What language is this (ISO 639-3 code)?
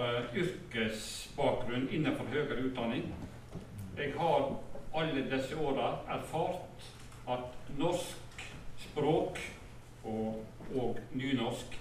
nor